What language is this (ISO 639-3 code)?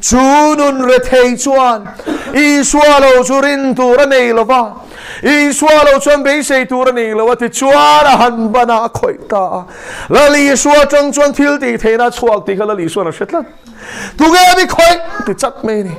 lus